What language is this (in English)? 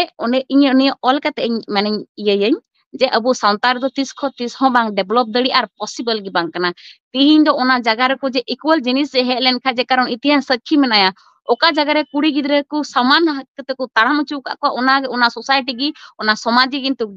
Santali